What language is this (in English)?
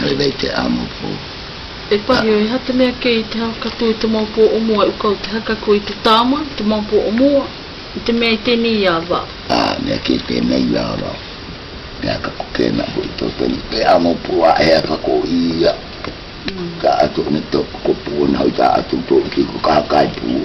South Marquesan